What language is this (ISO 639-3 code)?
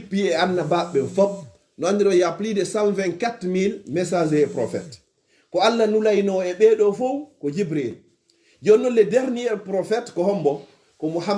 ful